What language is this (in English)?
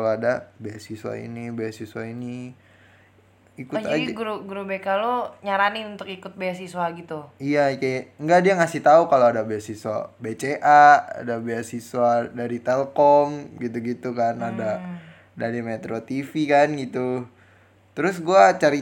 Indonesian